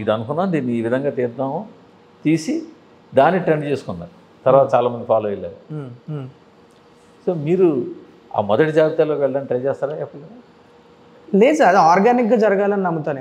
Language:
Telugu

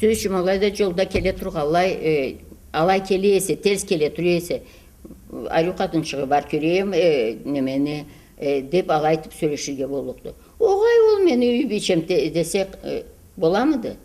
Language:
Karachay-Balkar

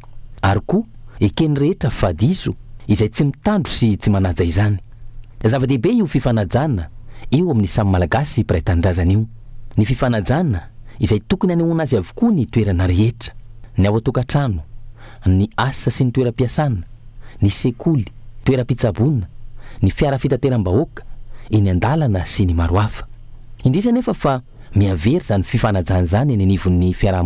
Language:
Malagasy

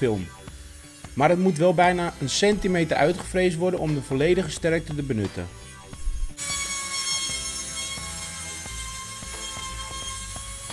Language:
Dutch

